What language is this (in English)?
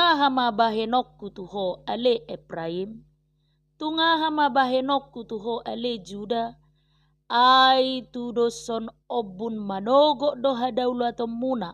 Batak Toba